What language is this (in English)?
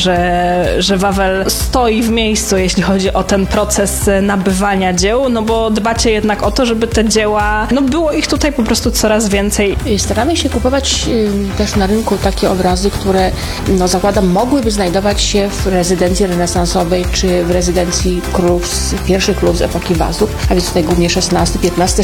Polish